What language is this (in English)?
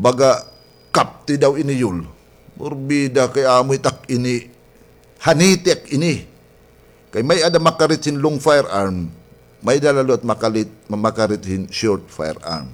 Waray